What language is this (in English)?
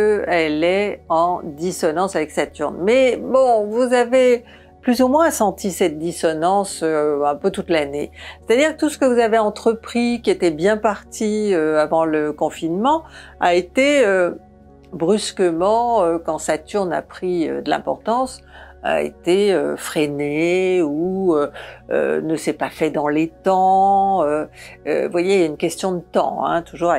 French